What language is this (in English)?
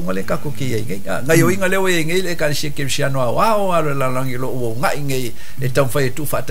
Samoan